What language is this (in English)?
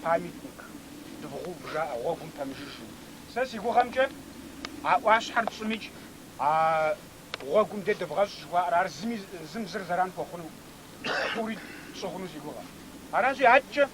Kabardian